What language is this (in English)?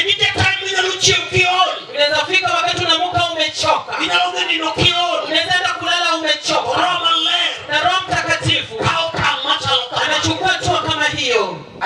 Luo (Kenya and Tanzania)